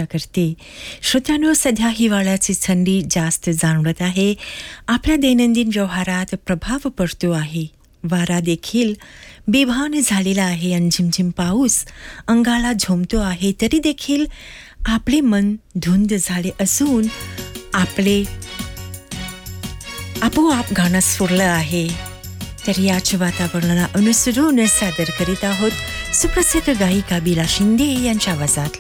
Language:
Marathi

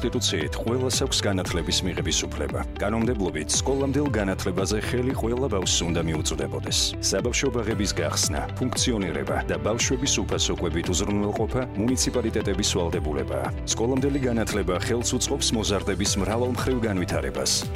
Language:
Georgian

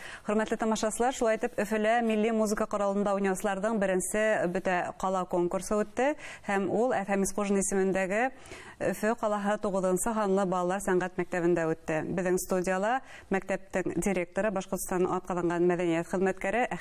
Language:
Bashkir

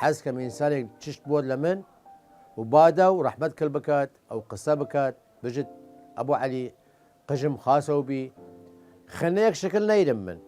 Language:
Southern Kurdish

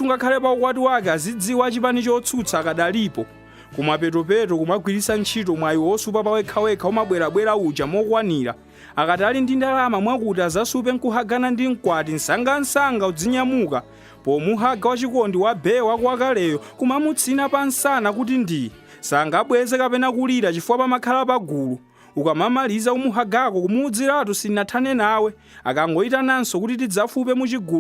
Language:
Nyanja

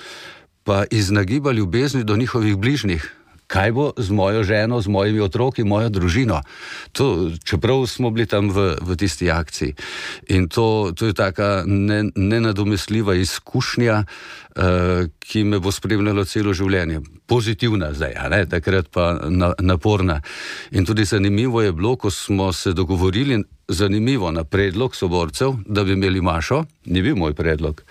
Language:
Slovenian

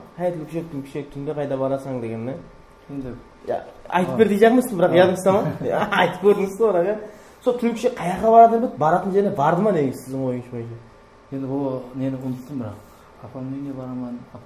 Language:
Kara-Kalpak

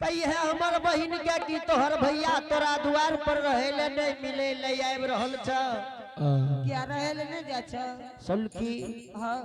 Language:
Angika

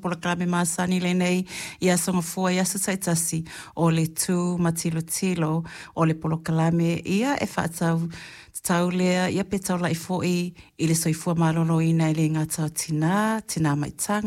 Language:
Samoan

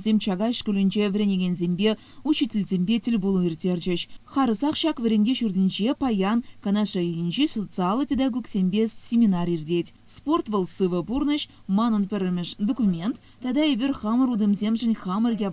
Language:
Chuvash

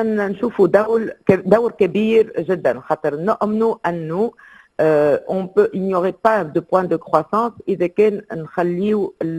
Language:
Tunisian Arabic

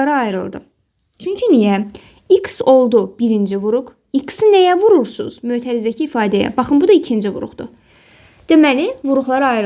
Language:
Azerbaijani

